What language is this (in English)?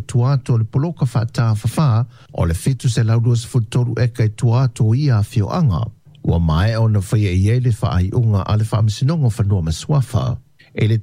Samoan